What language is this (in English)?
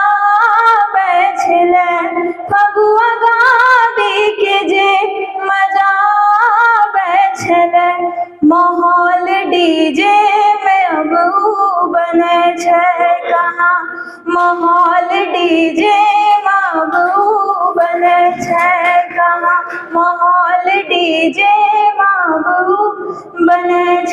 Angika